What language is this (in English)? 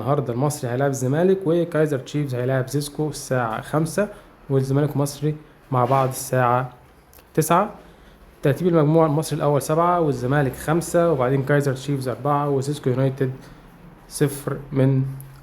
Egyptian Arabic